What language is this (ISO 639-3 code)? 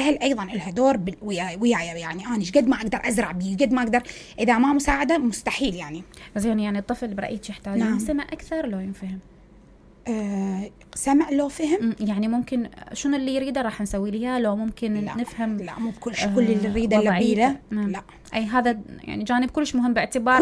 acm